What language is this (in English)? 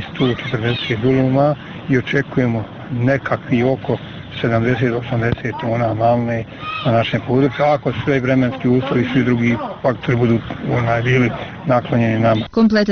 Bosnian